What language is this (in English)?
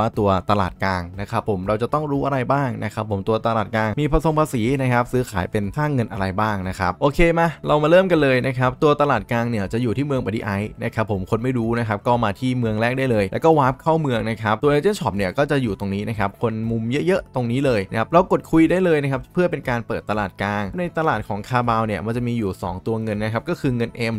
Thai